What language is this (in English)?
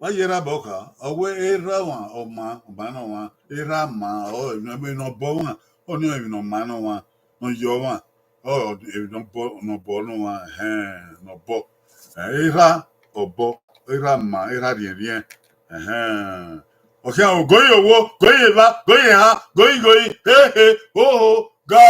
Bini